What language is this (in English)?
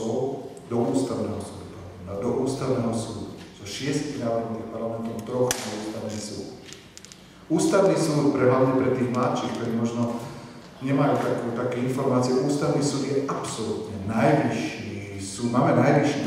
Slovak